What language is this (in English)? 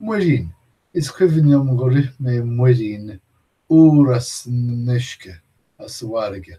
Irish